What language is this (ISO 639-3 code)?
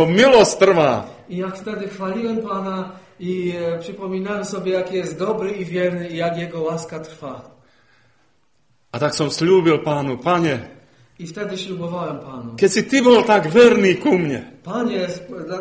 slk